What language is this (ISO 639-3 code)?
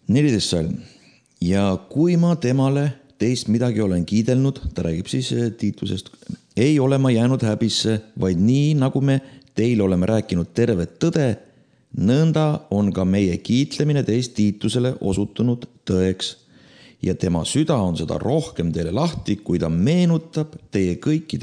est